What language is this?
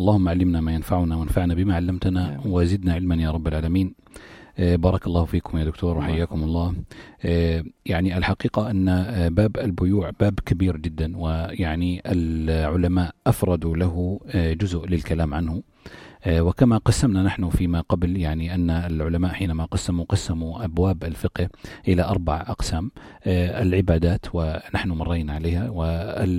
North Levantine Arabic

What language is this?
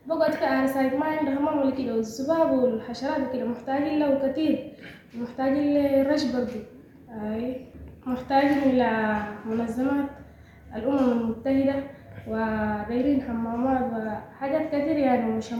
Sudanese Arabic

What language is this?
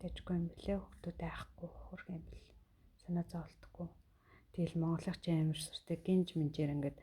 Mongolian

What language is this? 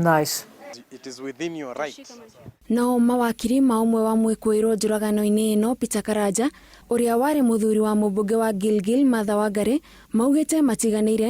Kikuyu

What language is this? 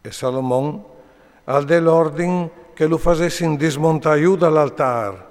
Friulian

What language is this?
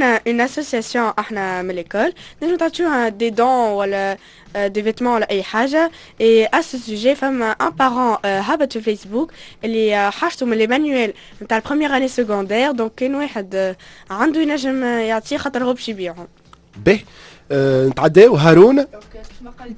Tunisian Arabic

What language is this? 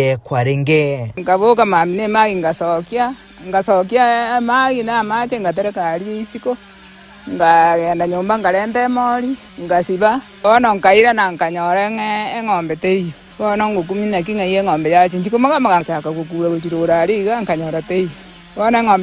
Gusii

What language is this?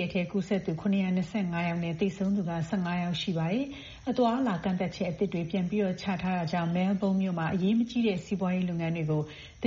Burmese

